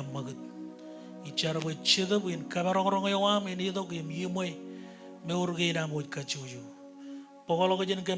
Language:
Marshallese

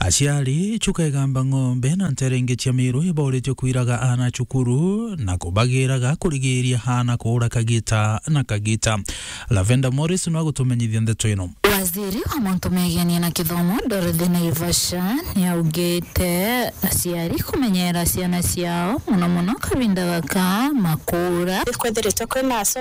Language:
Meru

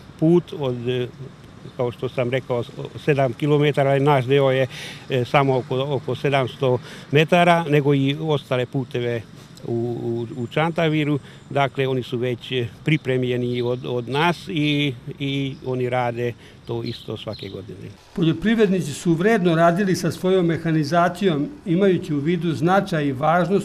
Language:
Serbian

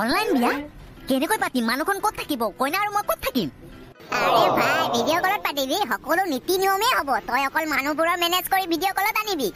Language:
Assamese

